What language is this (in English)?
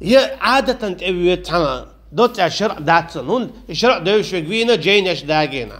Chechen